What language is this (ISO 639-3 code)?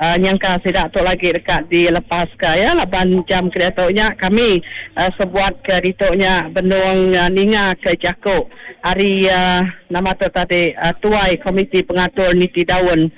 iba